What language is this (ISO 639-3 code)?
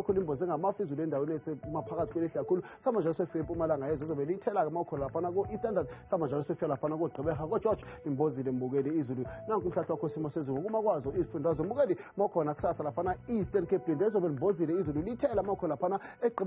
zul